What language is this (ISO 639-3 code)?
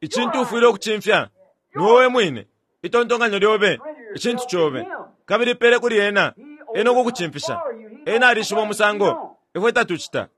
bem